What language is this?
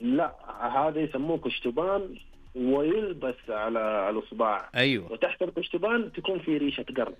Najdi Arabic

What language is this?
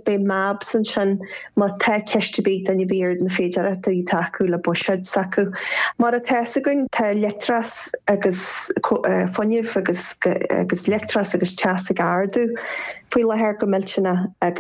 Irish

